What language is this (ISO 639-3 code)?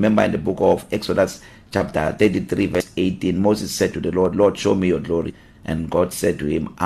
eng